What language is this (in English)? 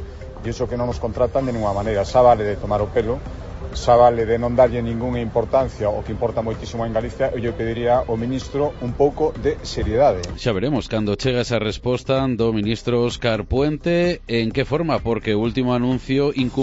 Galician